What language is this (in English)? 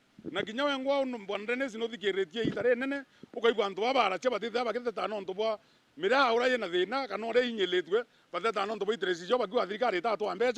Meru